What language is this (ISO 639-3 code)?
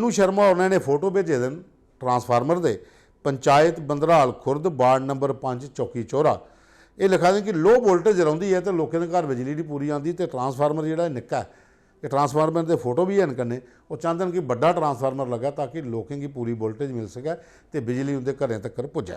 doi